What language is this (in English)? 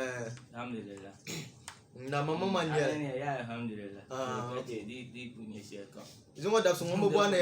Dagbani